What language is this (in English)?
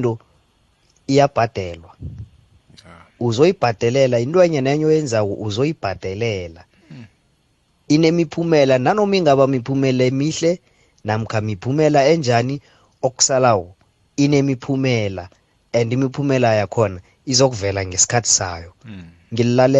South Ndebele